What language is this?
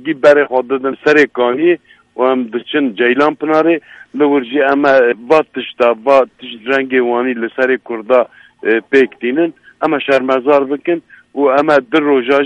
Kurdish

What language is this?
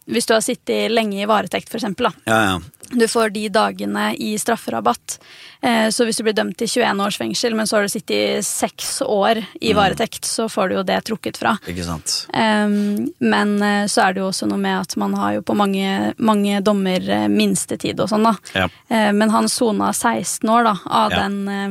Norwegian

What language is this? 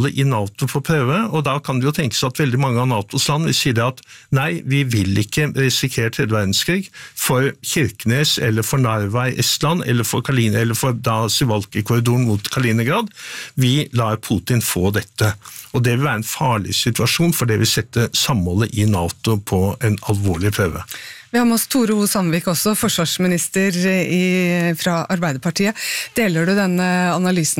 Norwegian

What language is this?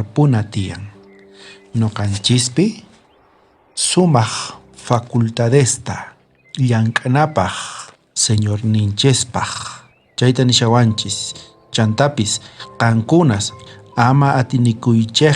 South Bolivian Quechua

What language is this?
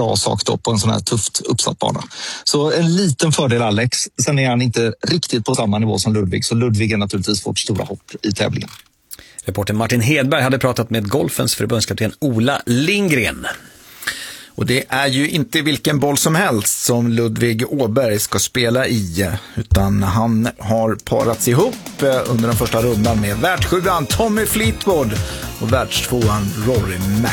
Swedish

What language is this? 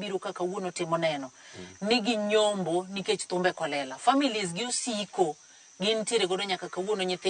Luo (Kenya and Tanzania)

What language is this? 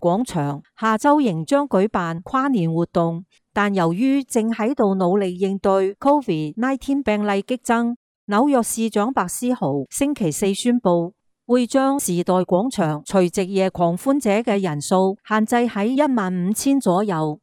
Cantonese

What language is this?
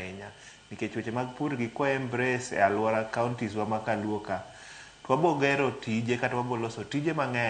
Luo (Kenya and Tanzania)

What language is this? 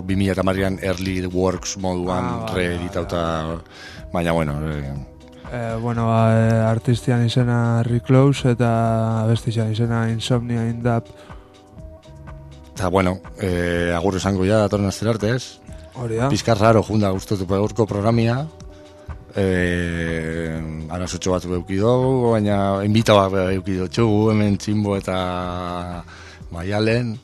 Basque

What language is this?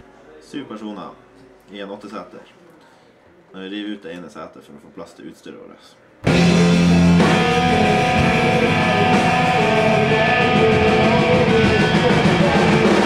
Norwegian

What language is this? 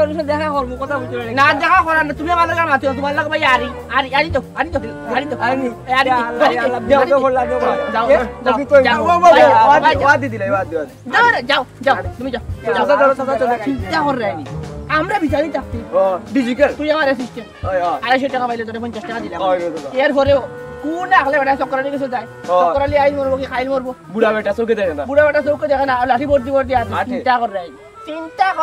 Sylheti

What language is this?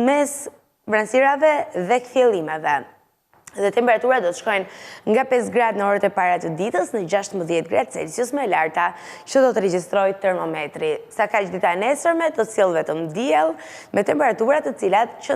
Albanian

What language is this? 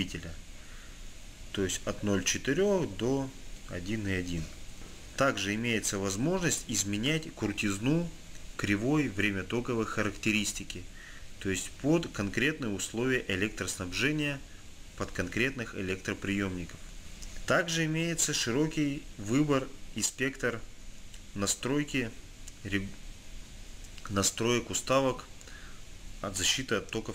Russian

